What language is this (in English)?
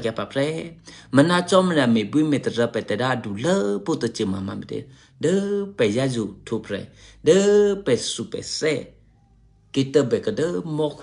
Eastern Kayah